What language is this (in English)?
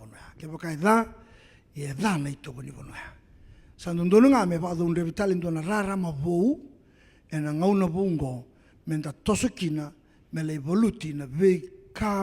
Fijian